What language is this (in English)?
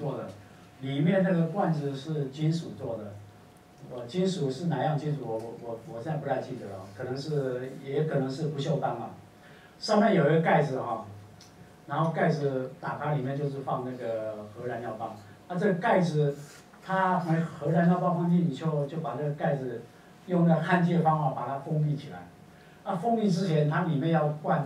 Chinese